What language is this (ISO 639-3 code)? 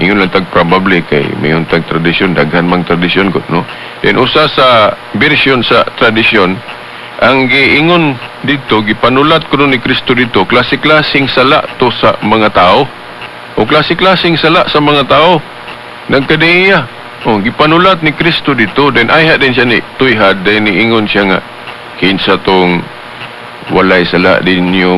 ceb